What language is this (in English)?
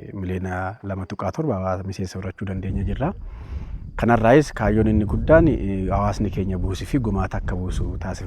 Oromo